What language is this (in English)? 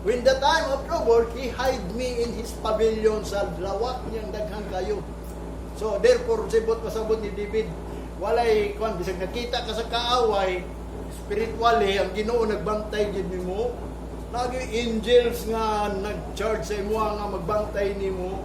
Cebuano